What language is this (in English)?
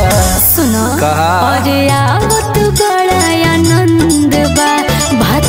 Bhojpuri